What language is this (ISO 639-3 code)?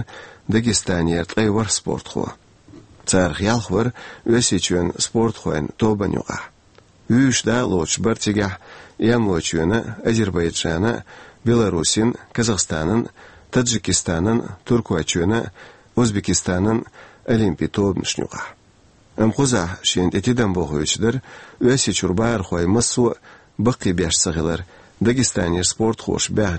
che